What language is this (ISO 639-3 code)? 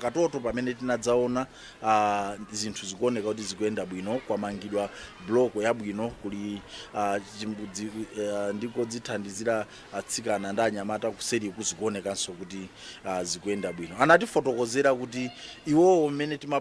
nya